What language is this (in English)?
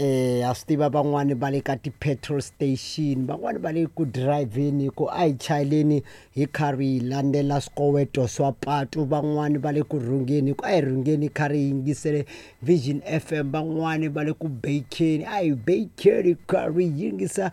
Tsonga